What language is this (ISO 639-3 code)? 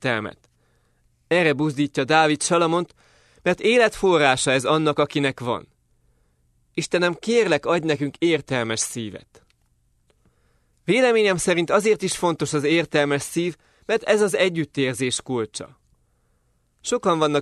hun